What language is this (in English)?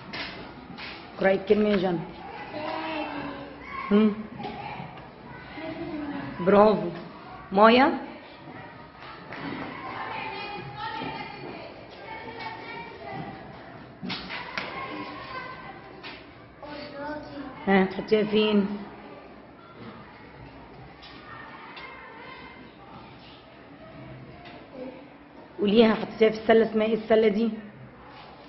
Egyptian Arabic